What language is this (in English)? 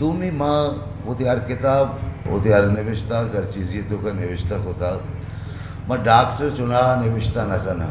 Eastern Balochi